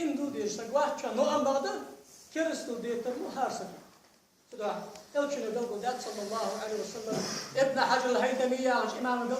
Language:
Ingush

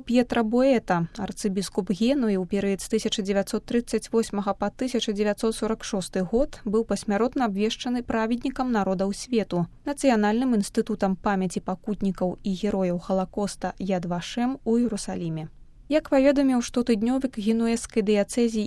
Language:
Belarusian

